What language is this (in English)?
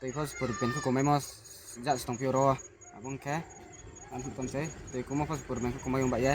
Riang (India)